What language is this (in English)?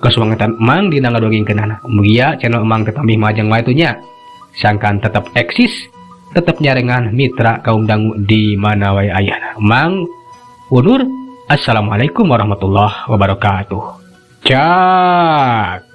Sundanese